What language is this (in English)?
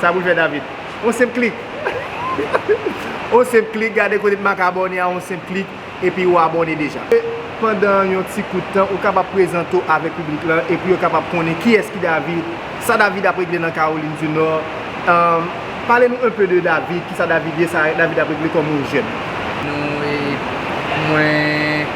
Haitian Creole